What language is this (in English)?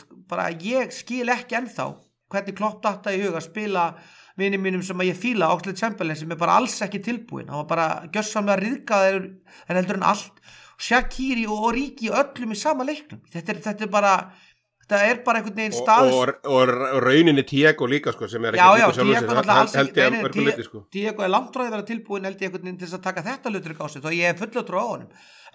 Icelandic